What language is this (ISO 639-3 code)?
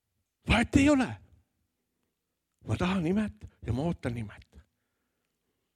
est